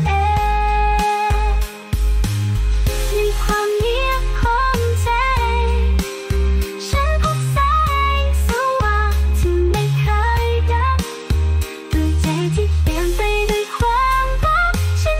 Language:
Thai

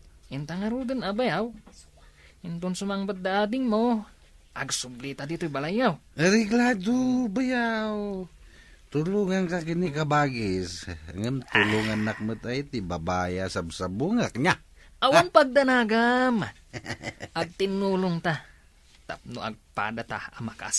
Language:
Iloko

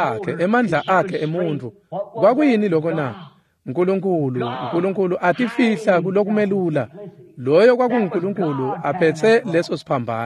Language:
Swati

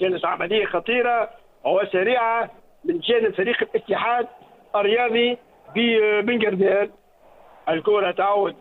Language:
Tunisian Arabic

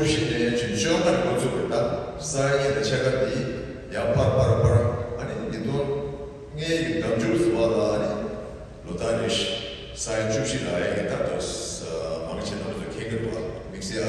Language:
Tibetan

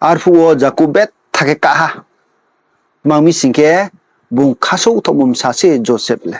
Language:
Riang (India)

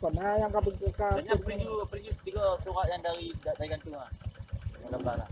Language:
Achinese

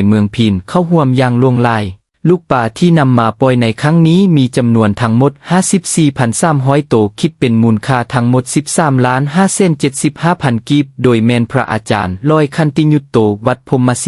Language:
Lao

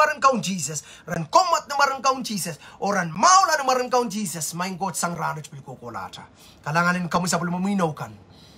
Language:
Pohnpeian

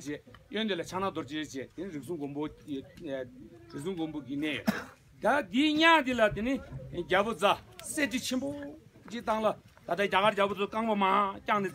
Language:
Tibetan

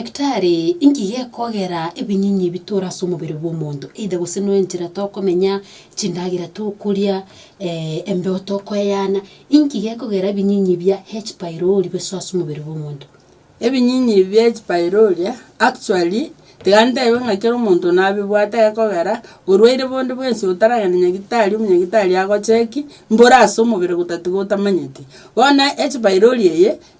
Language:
Gusii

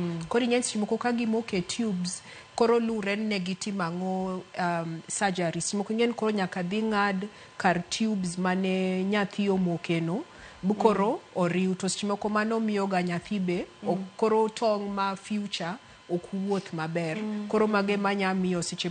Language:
Luo (Kenya and Tanzania)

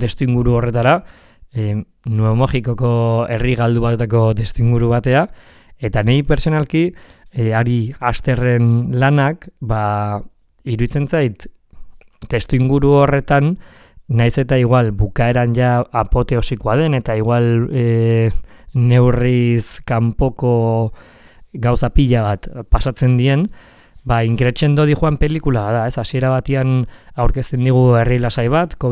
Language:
Basque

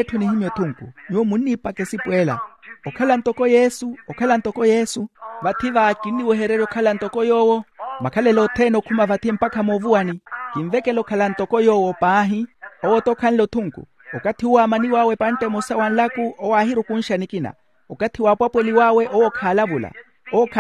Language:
Makhuwa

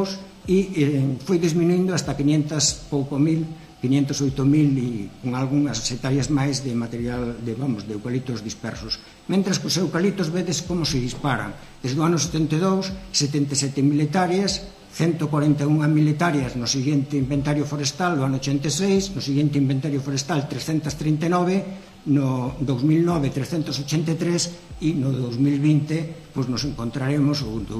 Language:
Galician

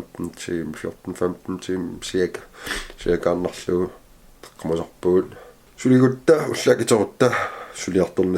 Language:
Kalaallisut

